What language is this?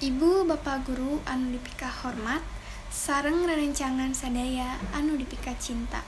Sundanese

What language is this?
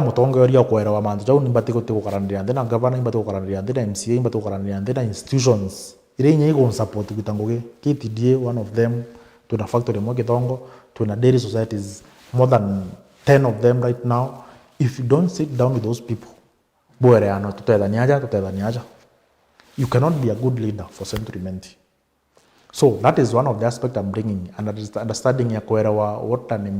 Meru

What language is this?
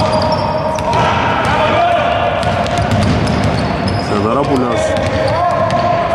Greek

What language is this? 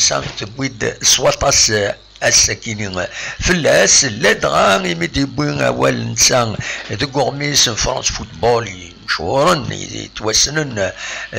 Kabyle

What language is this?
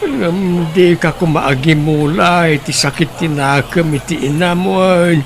Iloko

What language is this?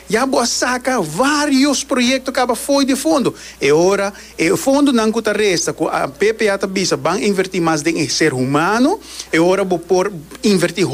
Papiamento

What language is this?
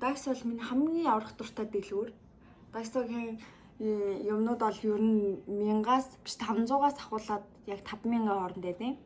Mongolian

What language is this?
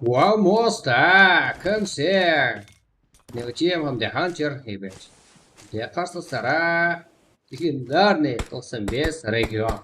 Kara-Kalpak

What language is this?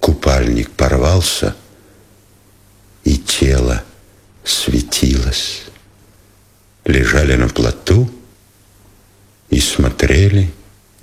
Russian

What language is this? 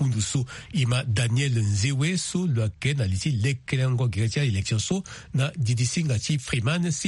Sango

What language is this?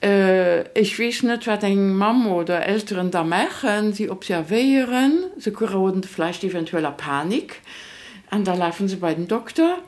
Luxembourgish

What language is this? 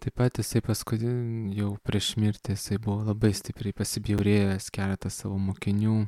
Lithuanian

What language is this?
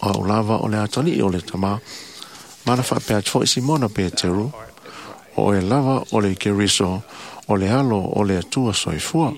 Samoan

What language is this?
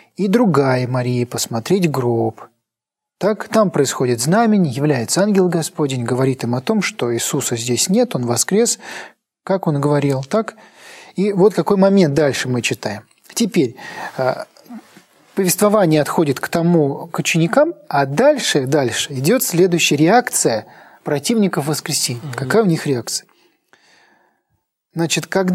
Russian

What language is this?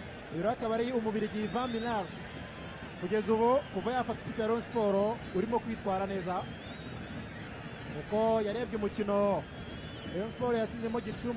Kinyarwanda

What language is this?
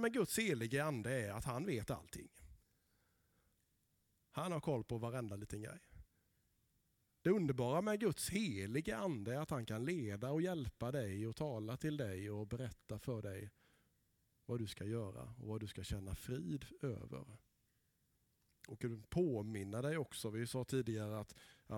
Swedish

